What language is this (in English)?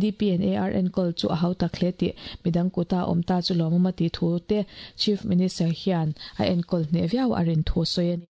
Mizo